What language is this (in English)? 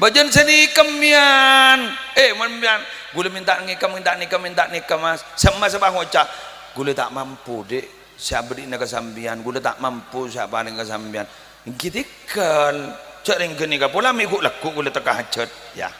Madurese